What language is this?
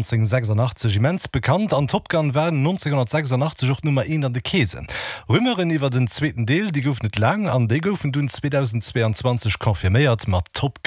Luxembourgish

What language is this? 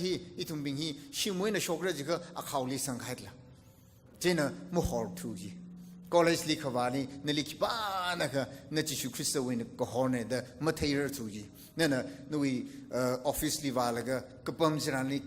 Tangkhul Naga (India)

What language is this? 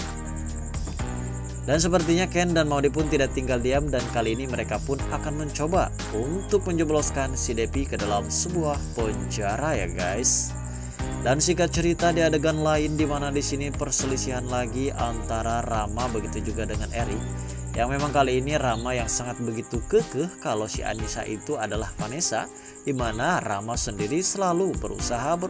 Indonesian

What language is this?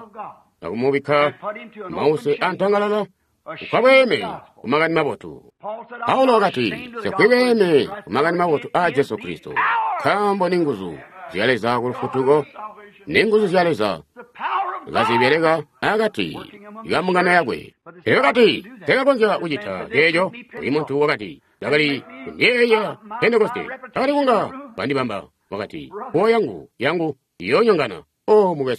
Tonga (Zambia)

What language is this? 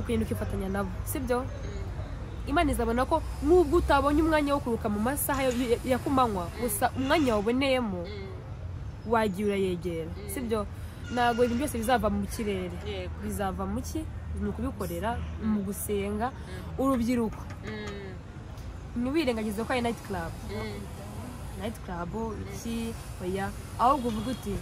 Kinyarwanda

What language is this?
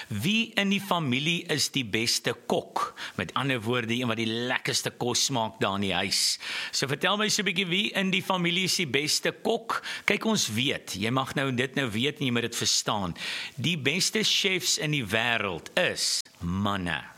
Afrikaans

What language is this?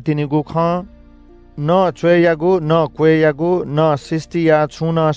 Newari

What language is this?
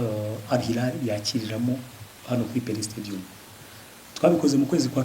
Kinyarwanda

